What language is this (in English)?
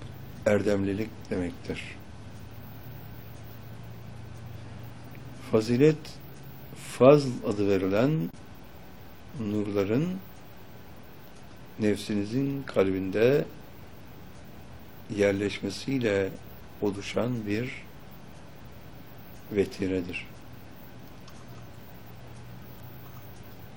Turkish